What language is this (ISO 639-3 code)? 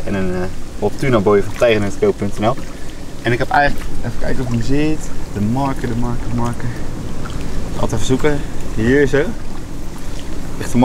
nld